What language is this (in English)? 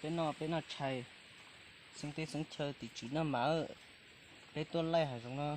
Hmong